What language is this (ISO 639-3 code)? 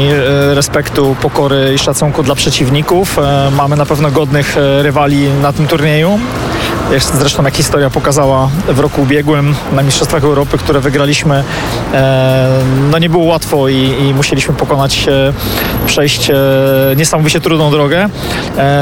pol